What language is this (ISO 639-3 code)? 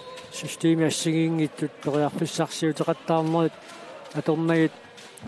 kal